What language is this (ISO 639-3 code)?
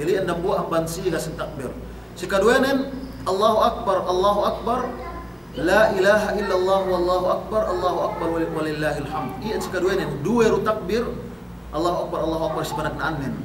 yka